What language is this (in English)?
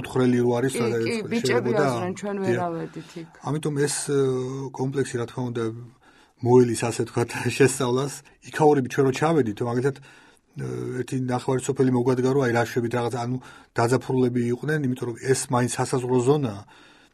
Georgian